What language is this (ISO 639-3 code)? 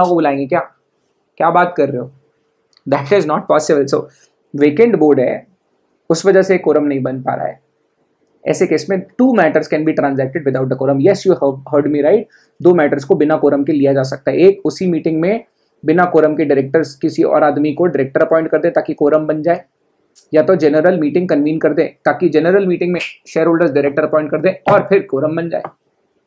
hin